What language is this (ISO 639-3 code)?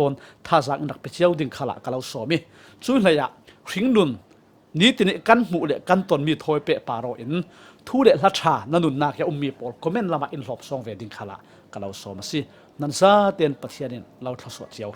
cfm